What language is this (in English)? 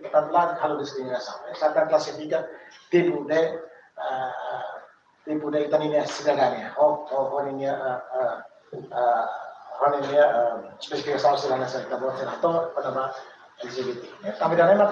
Tetum